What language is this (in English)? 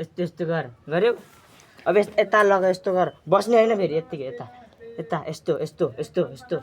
Nepali